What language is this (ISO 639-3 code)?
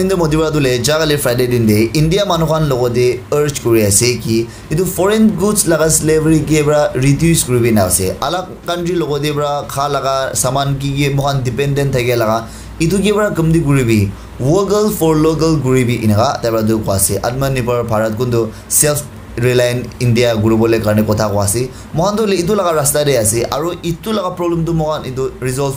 nag